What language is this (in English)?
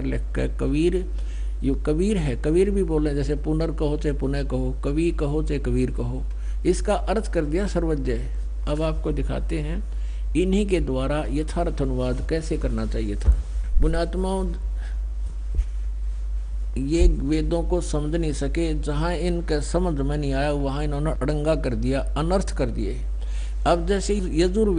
Hindi